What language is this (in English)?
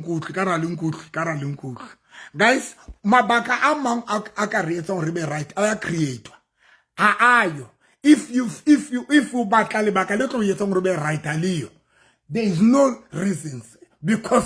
Southern Sotho